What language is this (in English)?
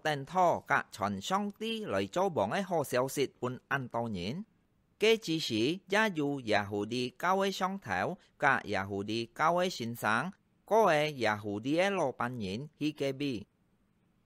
Hakka Chinese